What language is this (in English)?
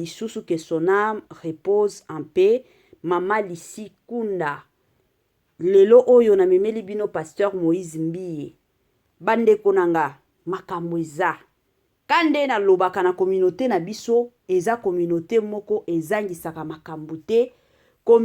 Lingala